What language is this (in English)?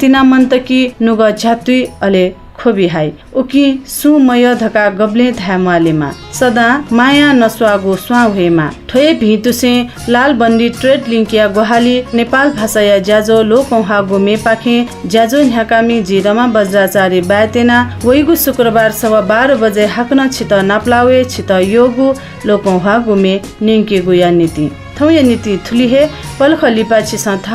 Newari